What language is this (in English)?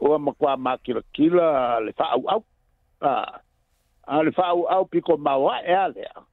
Samoan